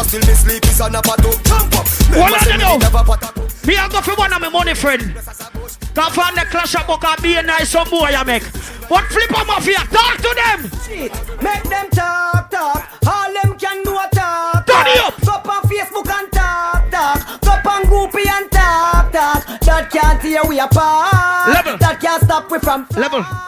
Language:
Jamaican Creole English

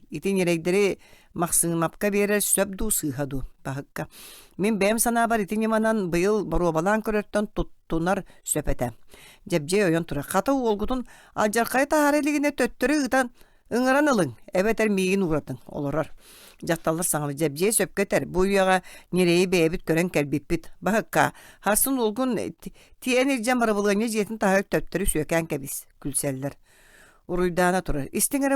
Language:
Yakut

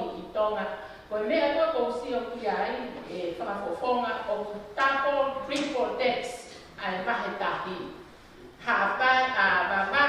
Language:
Tongan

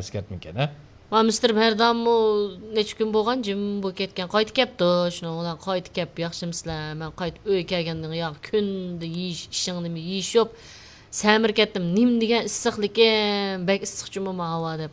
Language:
Uyghur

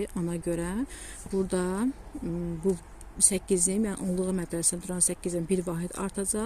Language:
Azerbaijani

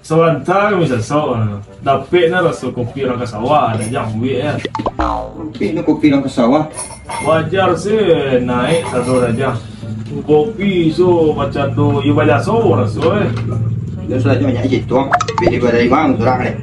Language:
Minangkabau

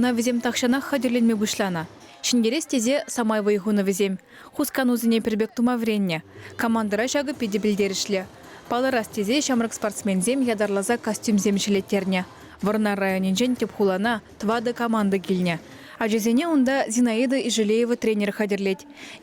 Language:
Chuvash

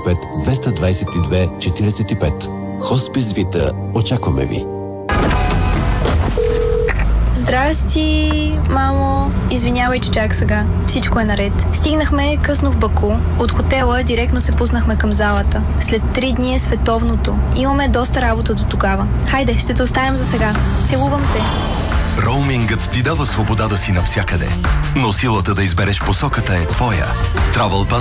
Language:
Bulgarian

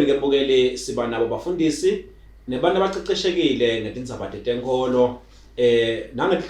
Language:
Swati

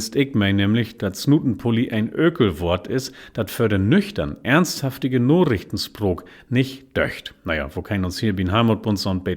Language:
Low German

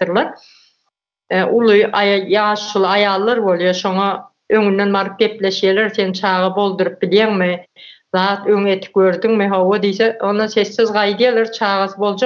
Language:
Turkmen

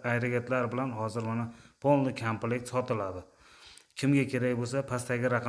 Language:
Uzbek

